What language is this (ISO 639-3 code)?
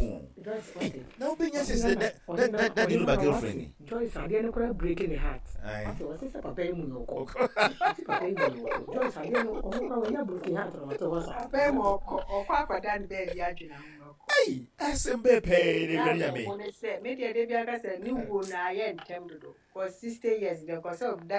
aka